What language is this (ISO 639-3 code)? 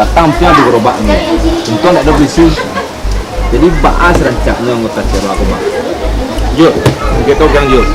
min